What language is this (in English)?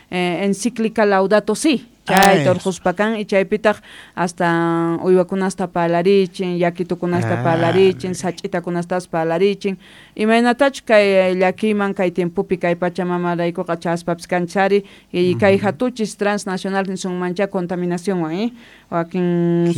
Quechua